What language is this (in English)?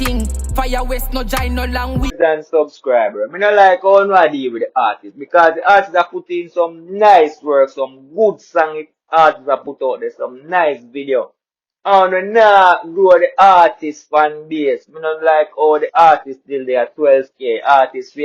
Jamaican Creole English